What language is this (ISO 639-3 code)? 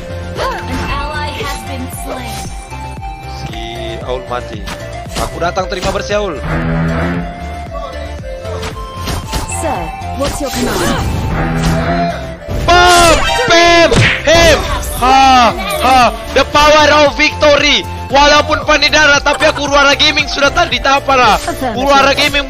msa